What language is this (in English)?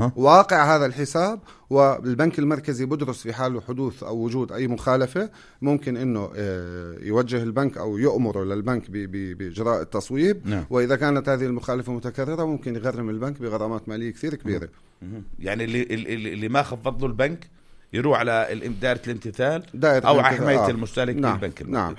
North Levantine Arabic